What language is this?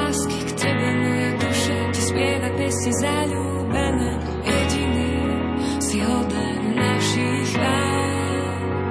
Slovak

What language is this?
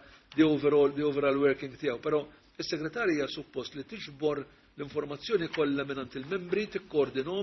Maltese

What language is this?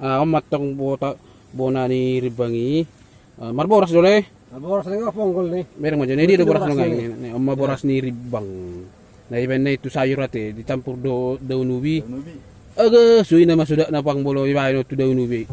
Batak Toba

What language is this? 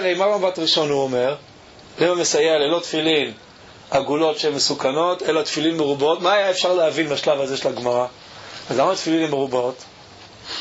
Hebrew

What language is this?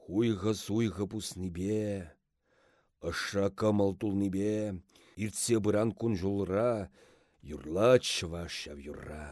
Chuvash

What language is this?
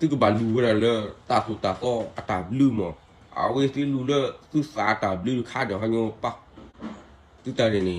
S'gaw Karen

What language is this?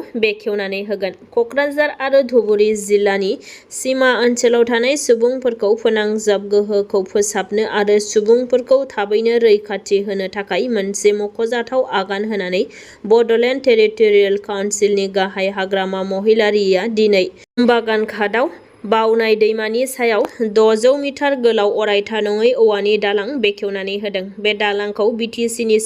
Bodo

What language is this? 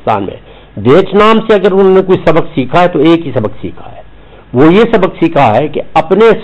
Urdu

